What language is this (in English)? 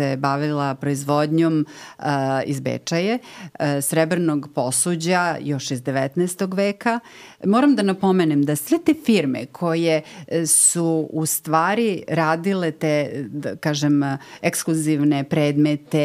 Serbian